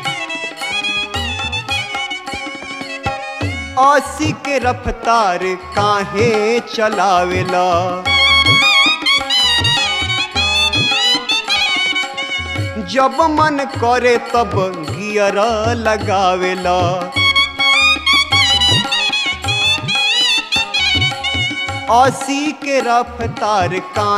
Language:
Bhojpuri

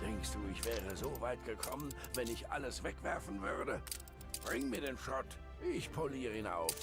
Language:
Bavarian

